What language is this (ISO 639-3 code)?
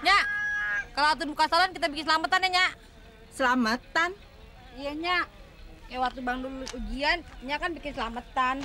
bew